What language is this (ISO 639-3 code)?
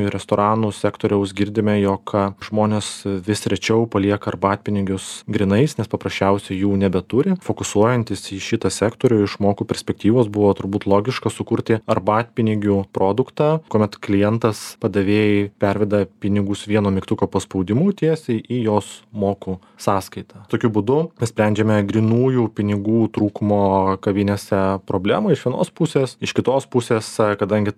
lit